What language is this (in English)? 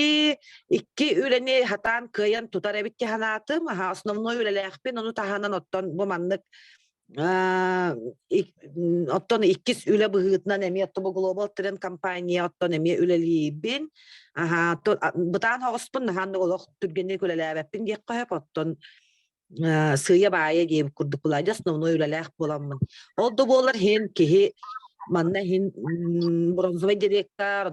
Yakut